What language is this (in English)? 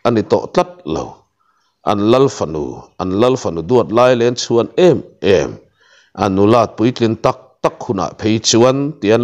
Mizo